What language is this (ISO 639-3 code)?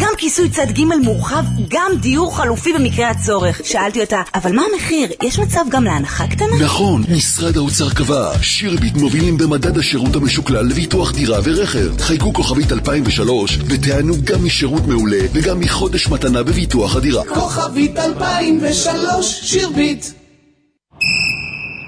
heb